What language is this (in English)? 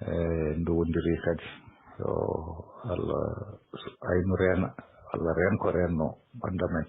Fula